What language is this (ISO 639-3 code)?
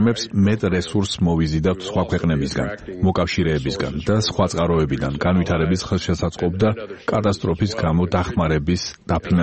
kat